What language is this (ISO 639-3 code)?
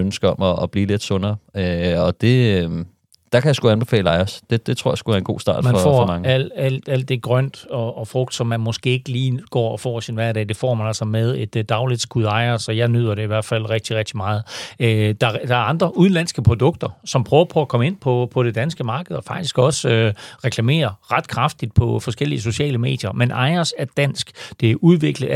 dan